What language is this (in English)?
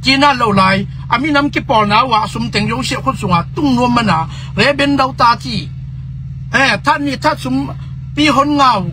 Tedim Chin